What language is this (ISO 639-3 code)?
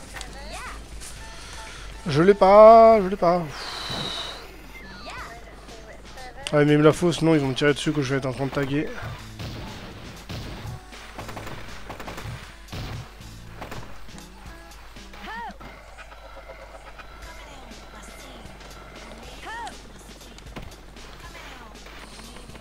fra